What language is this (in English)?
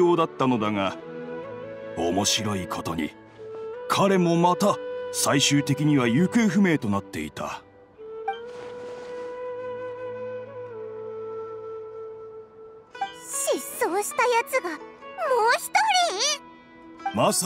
Japanese